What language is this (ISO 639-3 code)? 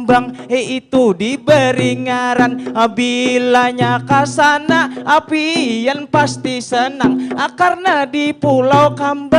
bjn